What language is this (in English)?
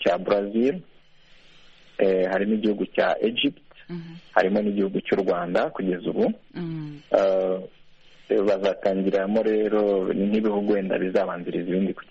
Kinyarwanda